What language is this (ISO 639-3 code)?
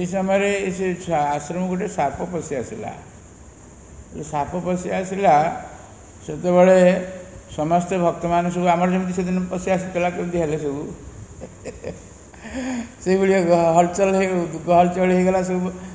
ori